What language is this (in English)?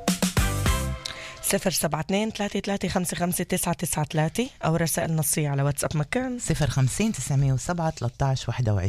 Arabic